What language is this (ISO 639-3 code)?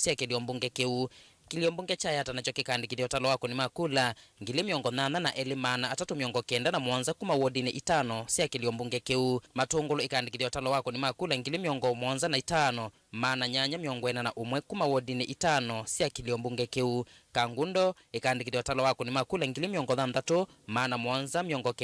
kam